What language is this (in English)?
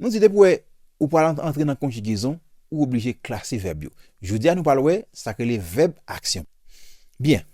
Haitian Creole